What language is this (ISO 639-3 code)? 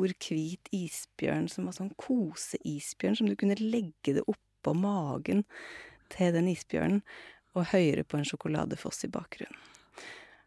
nor